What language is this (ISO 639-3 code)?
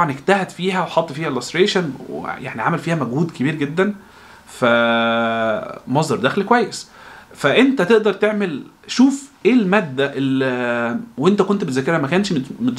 arz